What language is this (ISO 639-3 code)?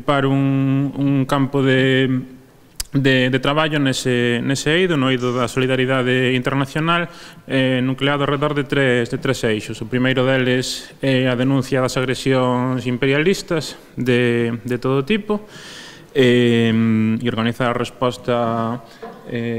glg